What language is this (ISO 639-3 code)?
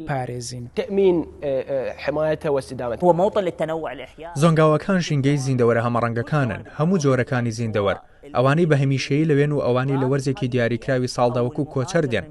ckb